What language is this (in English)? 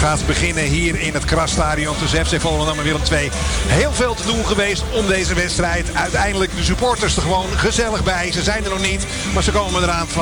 Dutch